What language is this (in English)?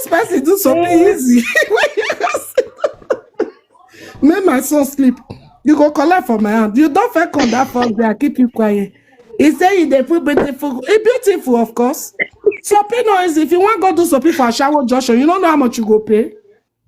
Nigerian Pidgin